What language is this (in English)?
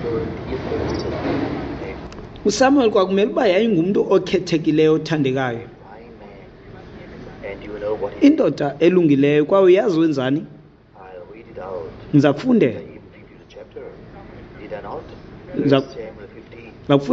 Xhosa